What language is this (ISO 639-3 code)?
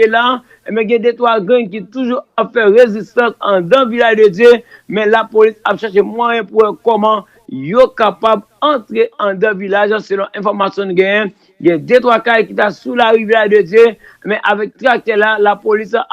hat